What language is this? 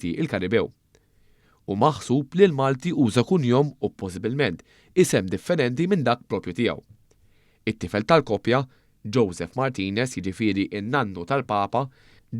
Maltese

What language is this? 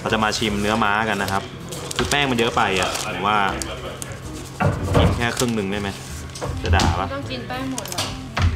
Thai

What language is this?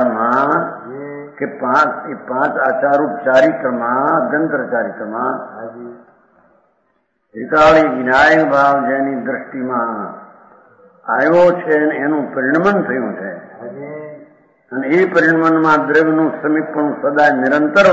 Gujarati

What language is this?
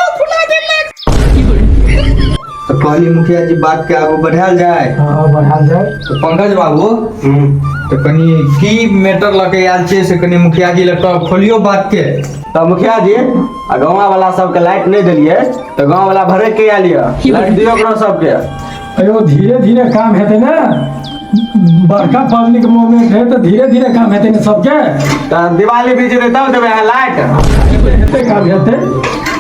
Maithili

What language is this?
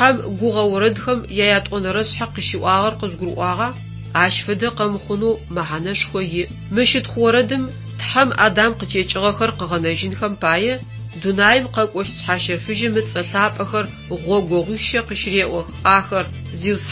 Adyghe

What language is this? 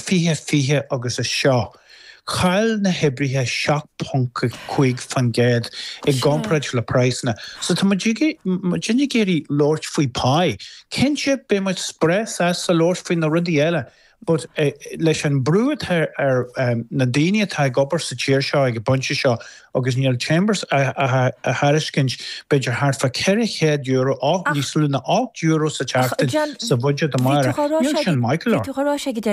Irish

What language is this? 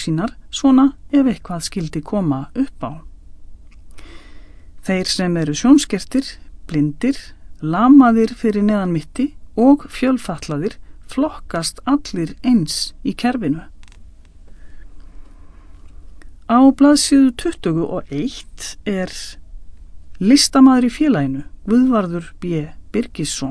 Icelandic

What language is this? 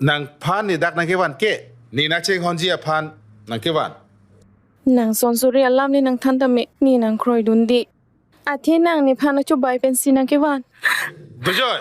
Karbi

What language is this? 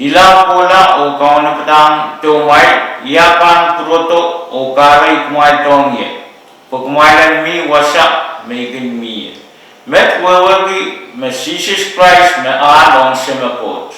Pohnpeian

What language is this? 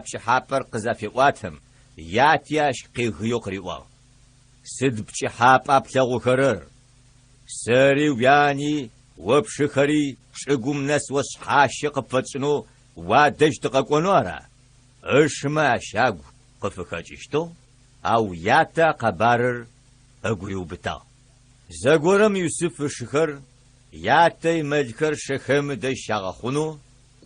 Adyghe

